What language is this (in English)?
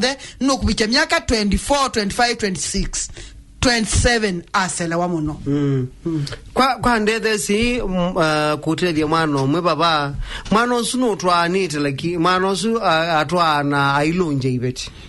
Kamba